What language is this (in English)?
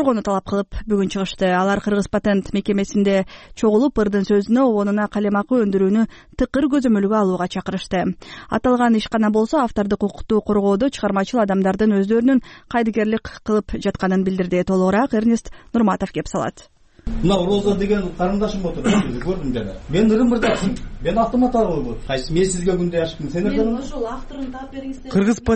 Kyrgyz